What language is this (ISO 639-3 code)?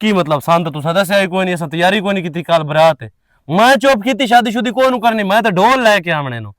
lah